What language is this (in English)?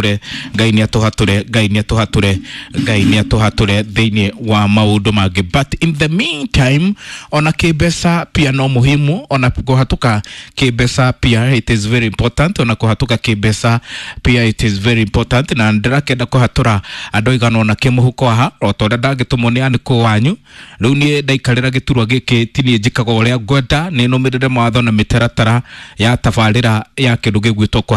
Kikuyu